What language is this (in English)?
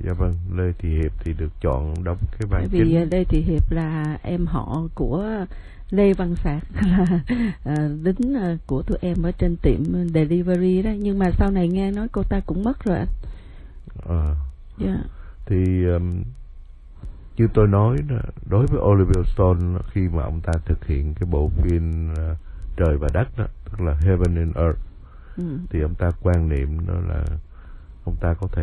Vietnamese